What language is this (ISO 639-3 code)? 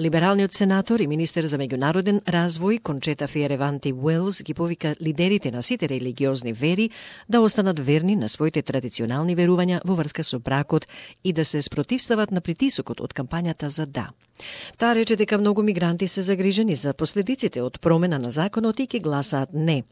mkd